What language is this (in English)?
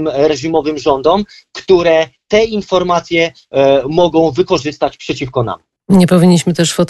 Polish